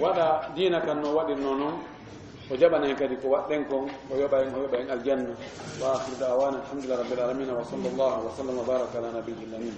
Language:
Fula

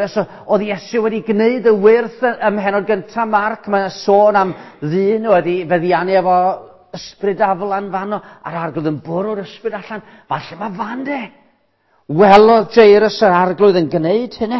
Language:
Welsh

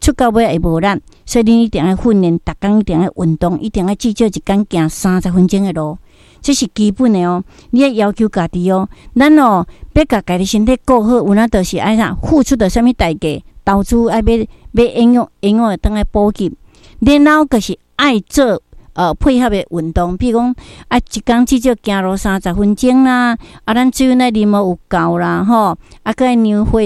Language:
Min Nan Chinese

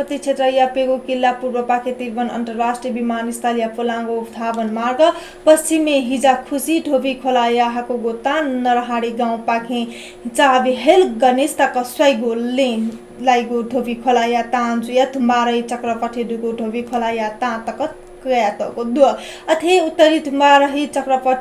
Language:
Newari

